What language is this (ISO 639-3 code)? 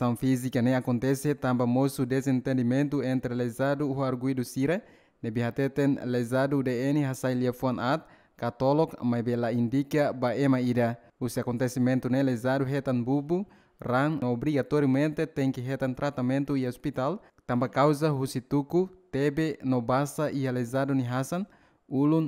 tet